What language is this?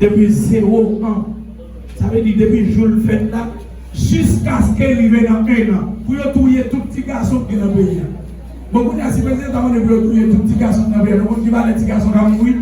Haitian Creole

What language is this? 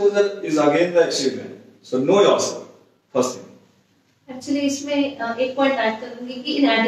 Hindi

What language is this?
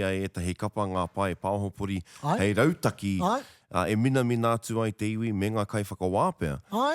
Māori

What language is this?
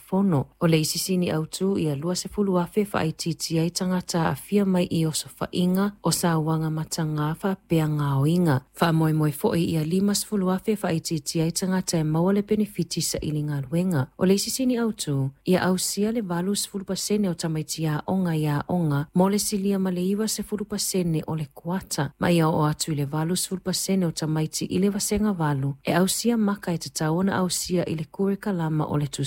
Samoan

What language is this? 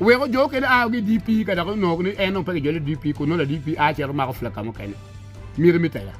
Acoli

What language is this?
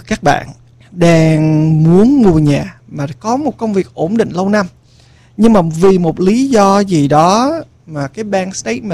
Vietnamese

